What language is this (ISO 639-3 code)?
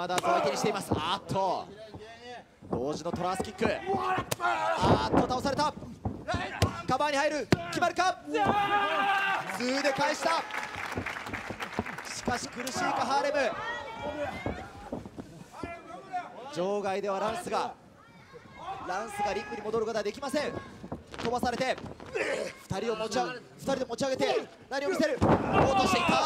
jpn